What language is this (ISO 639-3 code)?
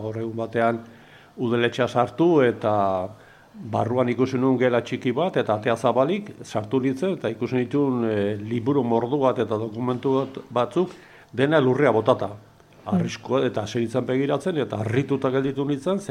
eus